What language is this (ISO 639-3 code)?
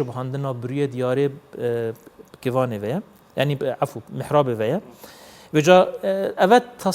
kur